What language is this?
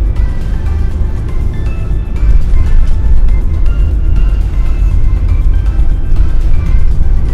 Dutch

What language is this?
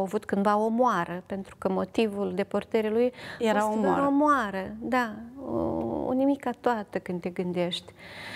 Romanian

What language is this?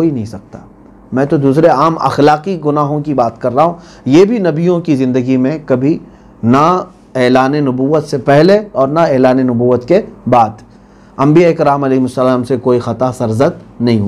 Urdu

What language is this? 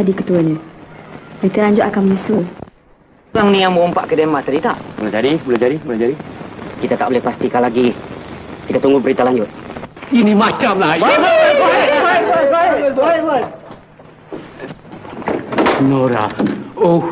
Malay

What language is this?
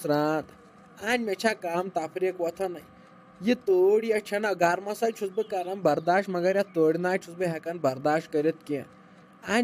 Kashmiri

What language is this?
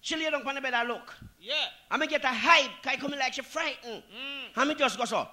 Jamaican Creole English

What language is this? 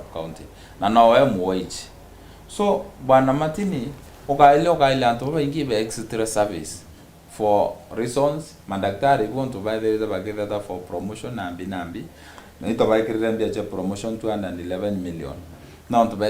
Meru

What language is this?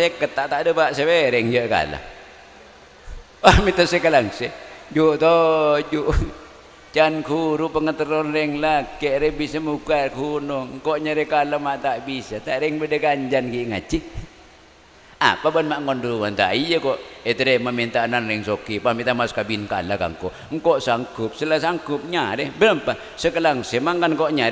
Madurese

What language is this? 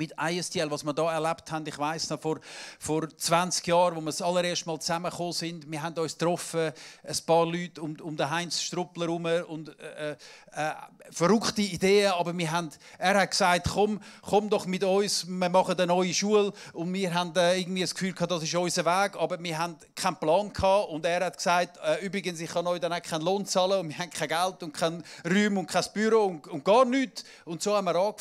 Swiss German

